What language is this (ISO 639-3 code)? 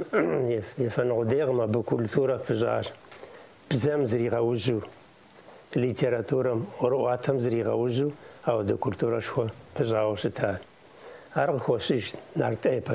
kbd